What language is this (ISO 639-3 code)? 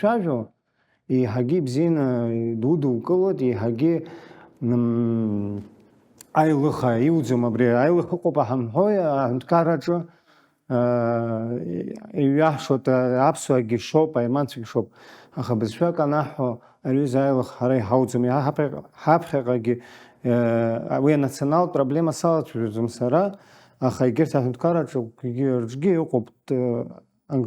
abk